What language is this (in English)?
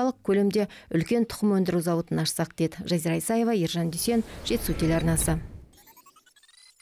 Kazakh